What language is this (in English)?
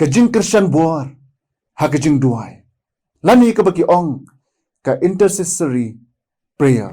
Khasi